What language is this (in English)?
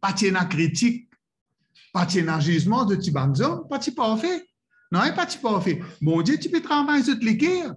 Morisyen